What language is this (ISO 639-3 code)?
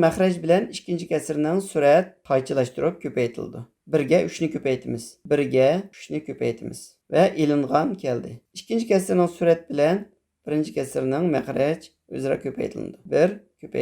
uig